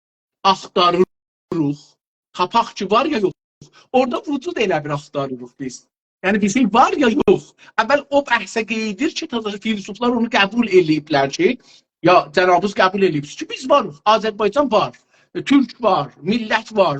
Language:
South Azerbaijani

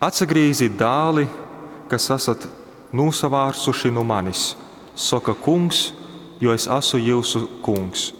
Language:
Latgalian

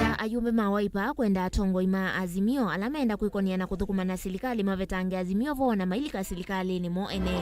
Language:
Kamba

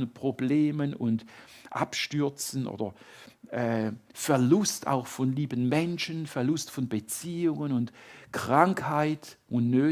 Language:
Swiss German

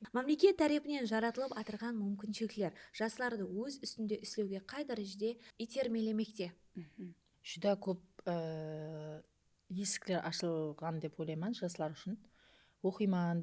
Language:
Kara-Kalpak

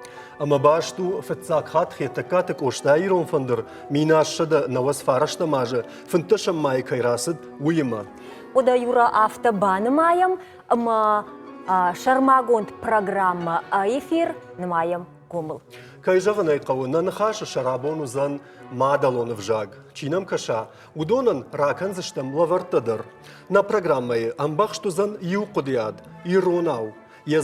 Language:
Ossetic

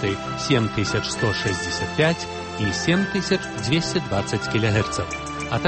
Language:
Belarusian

